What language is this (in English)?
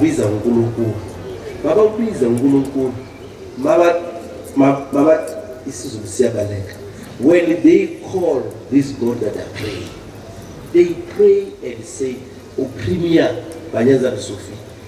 Zulu